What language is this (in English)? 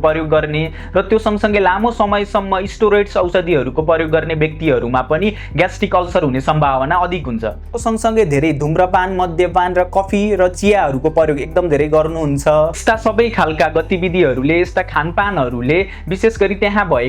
Nepali